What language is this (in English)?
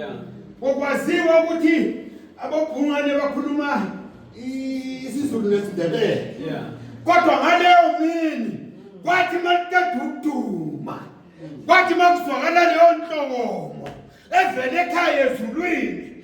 Zulu